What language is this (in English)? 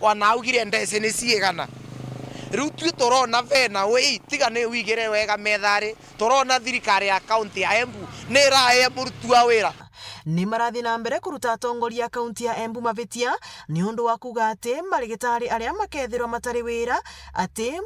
Meru